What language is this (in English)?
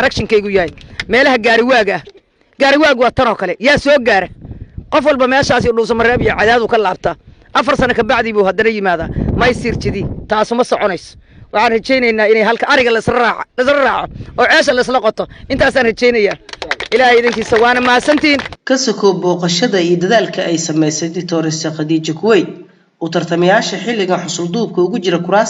Somali